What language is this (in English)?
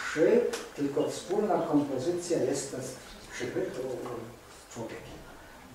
Polish